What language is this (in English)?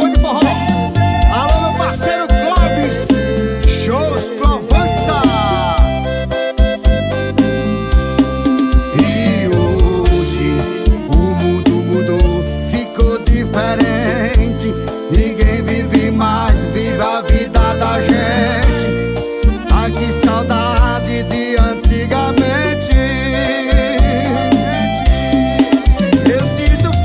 Portuguese